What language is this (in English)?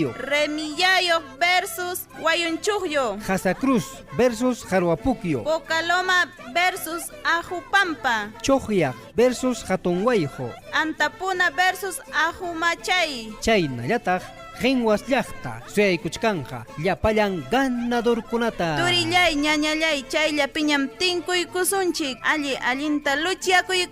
Ayacucho Quechua